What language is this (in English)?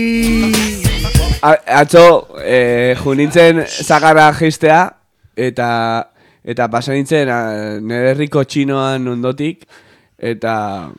Basque